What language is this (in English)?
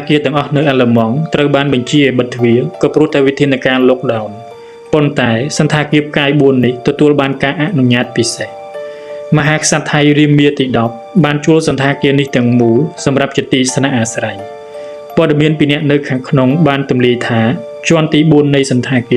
Khmer